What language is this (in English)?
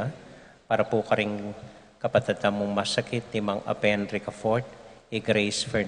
Pampanga